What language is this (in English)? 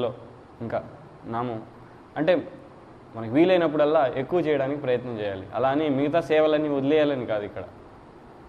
Telugu